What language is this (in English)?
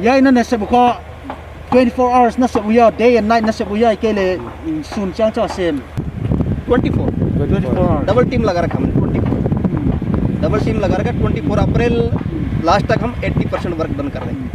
Paite Chin